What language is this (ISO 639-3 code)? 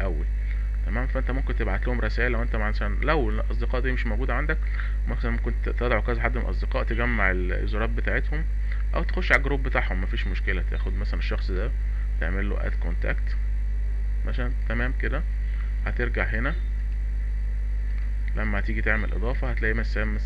arz